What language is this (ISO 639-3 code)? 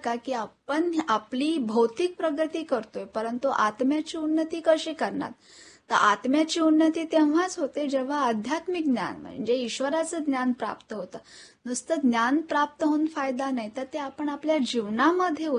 mar